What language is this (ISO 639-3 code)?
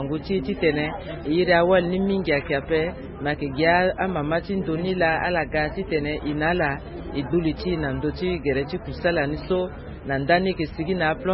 sag